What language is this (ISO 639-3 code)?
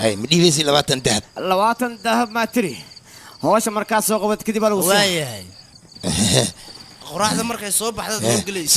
som